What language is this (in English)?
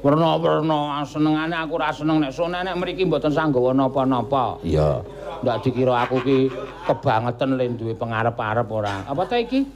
Javanese